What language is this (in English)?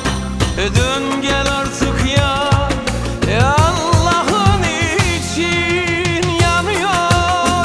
Turkish